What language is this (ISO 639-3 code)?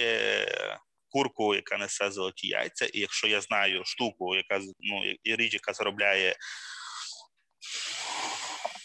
ukr